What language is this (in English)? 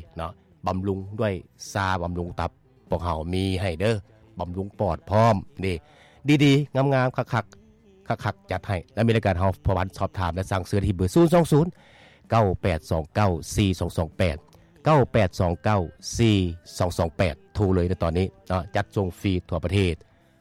Lao